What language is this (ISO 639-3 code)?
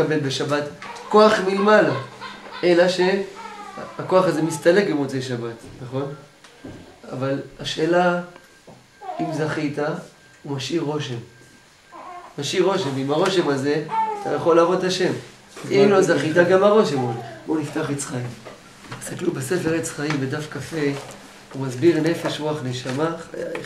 heb